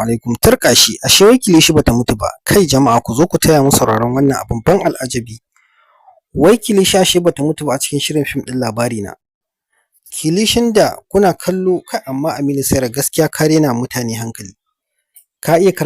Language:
Hausa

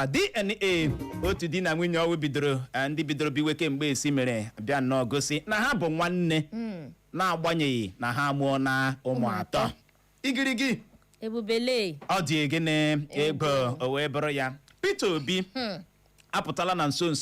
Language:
Igbo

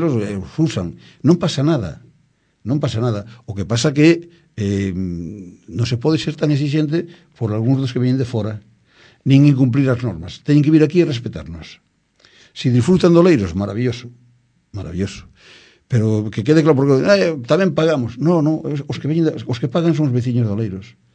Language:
Galician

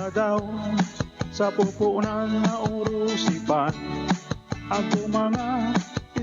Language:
Buhi'non Bikol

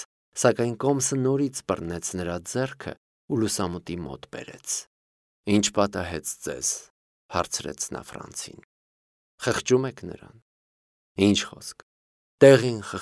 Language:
Armenian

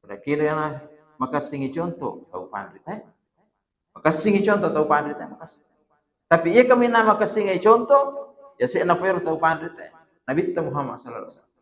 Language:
Buginese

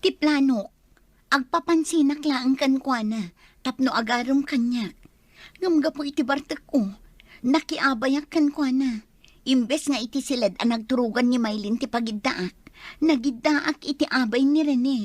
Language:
Iloko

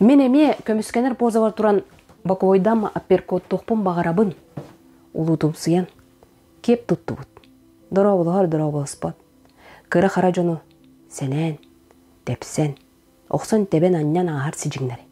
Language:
Yakut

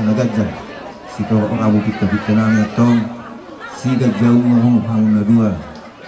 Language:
Batak Toba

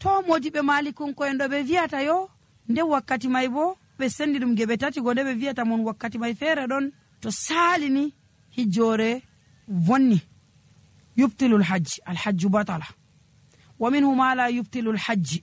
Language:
Nigerian Fulfulde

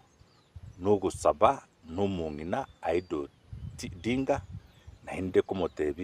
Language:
Gusii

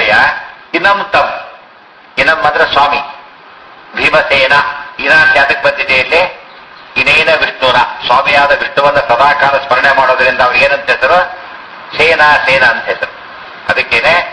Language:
Kannada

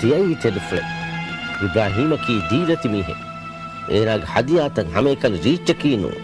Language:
Divehi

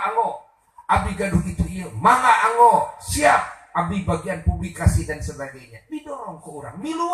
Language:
Sundanese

